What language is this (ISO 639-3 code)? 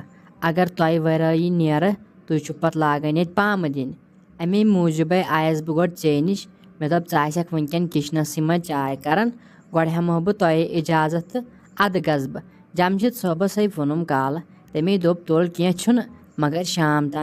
kas